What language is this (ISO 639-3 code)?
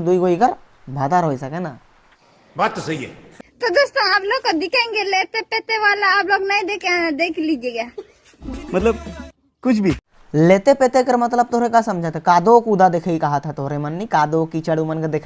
sck